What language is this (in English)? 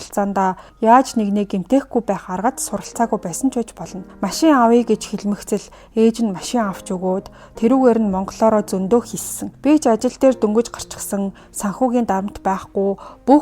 Mongolian